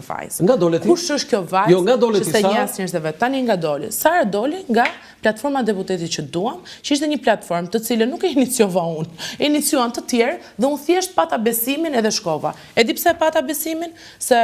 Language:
Albanian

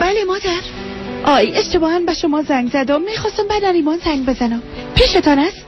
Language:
Persian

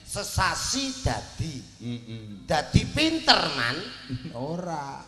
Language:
Javanese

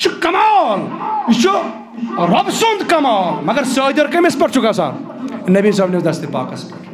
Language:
Kashmiri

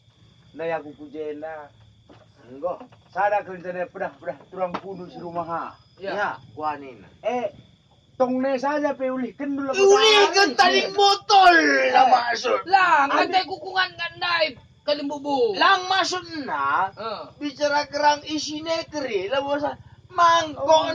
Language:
Batak Karo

